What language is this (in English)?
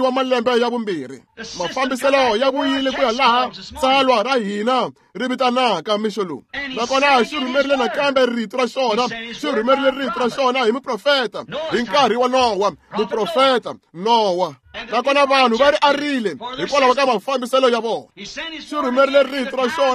Tsonga